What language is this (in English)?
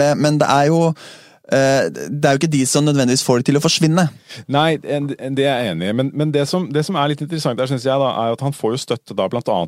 Norwegian